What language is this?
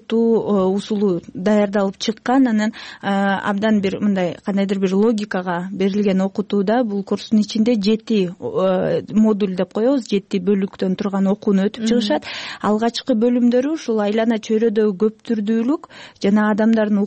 Kyrgyz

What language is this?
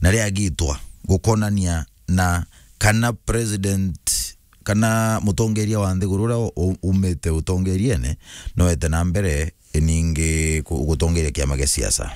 Meru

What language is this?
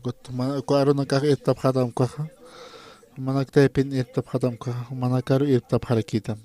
Aymara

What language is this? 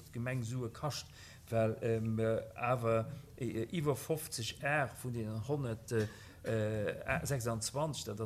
Luxembourgish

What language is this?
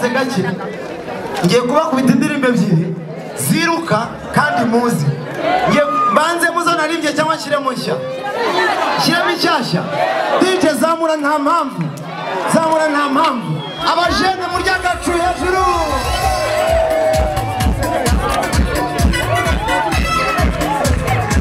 Kinyarwanda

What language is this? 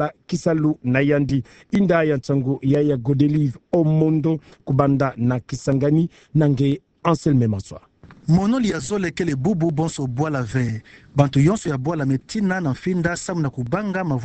Kituba (Democratic Republic of Congo)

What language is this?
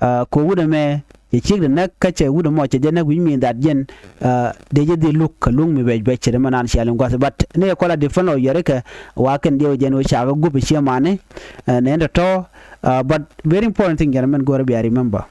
Nuer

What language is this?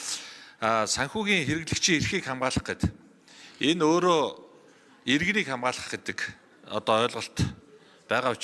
Mongolian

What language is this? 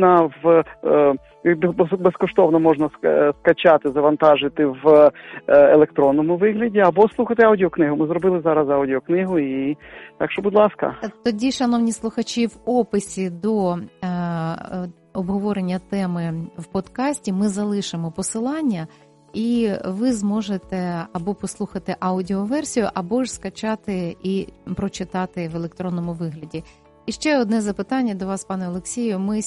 Ukrainian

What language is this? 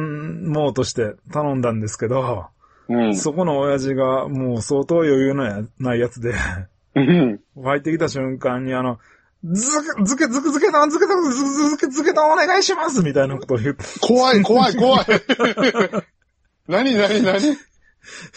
Japanese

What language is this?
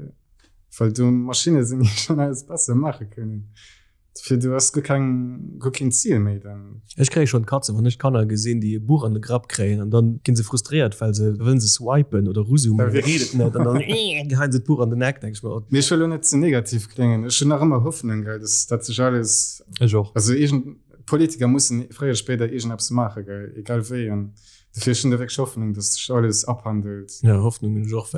Luxembourgish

